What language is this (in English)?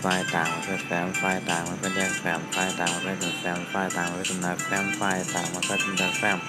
Shan